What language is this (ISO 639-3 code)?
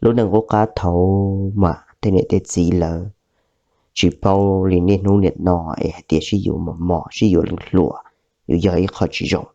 hmn